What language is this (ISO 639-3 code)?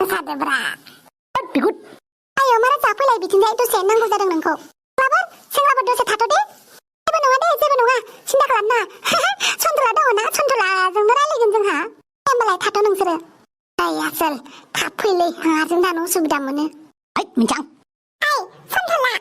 brx